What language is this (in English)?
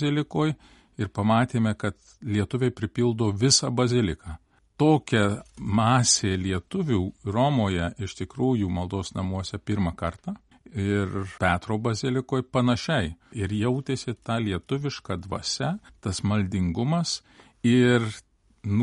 Lithuanian